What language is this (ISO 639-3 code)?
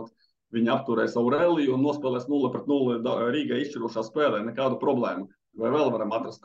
lav